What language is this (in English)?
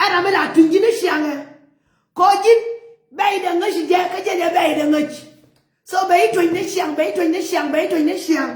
Nuer